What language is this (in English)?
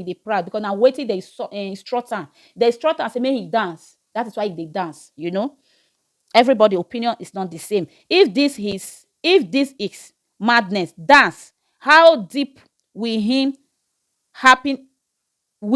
Nigerian Pidgin